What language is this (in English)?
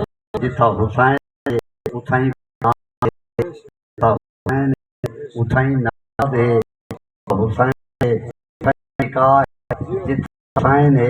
Saraiki